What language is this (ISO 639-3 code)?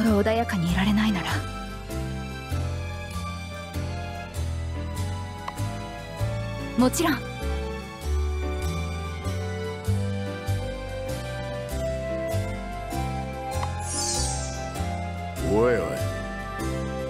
jpn